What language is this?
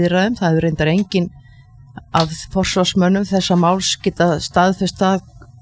Icelandic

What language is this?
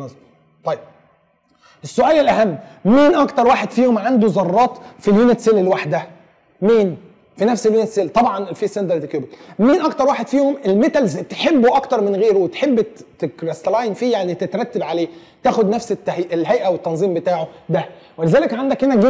Egyptian Arabic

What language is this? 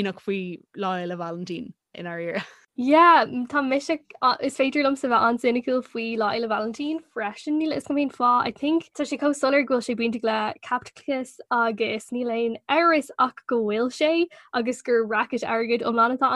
Irish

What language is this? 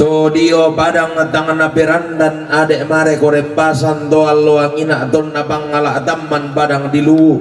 Toraja-Sa'dan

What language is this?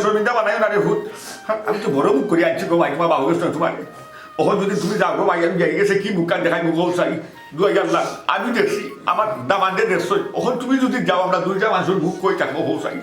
Sylheti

